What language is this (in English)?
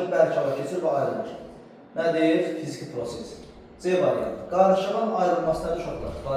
Azerbaijani